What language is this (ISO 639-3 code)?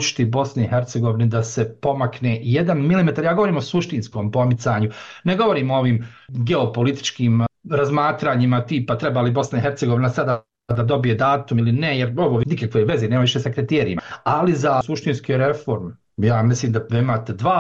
bos